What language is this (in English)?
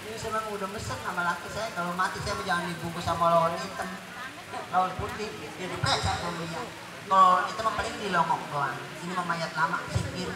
Betawi